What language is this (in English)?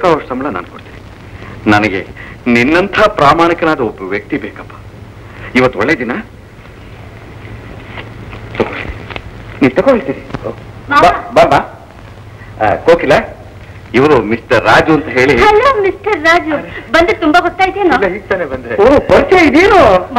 Kannada